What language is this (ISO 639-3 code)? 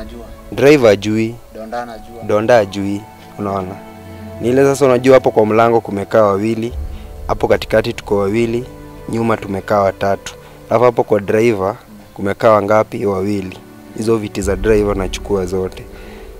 swa